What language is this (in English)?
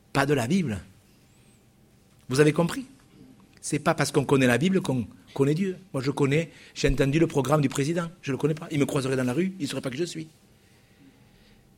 French